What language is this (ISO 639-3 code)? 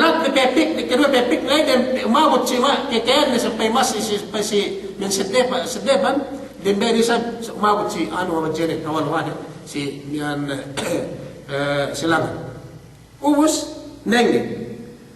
yka